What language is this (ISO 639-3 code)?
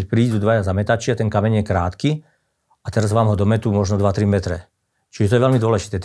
slk